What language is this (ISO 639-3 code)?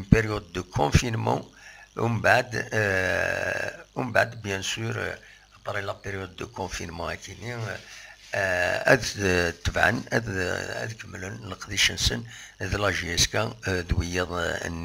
kab